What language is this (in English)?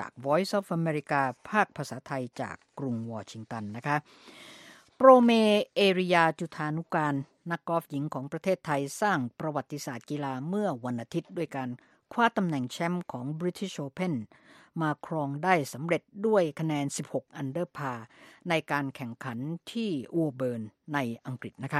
Thai